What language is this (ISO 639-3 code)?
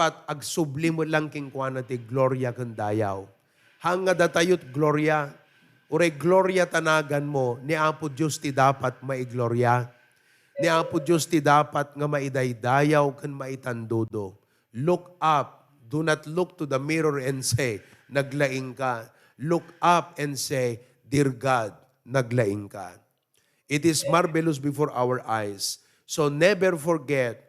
ilo